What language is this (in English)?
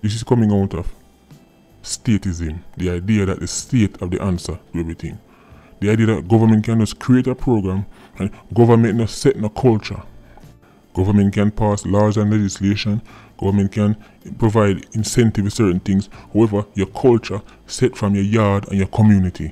Jamaican Creole English